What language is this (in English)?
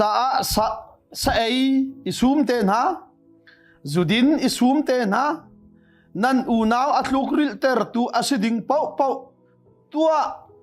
Hakha Chin